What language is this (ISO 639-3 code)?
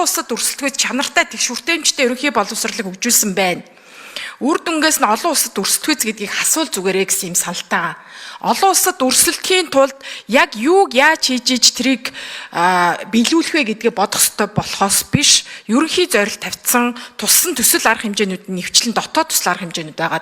mon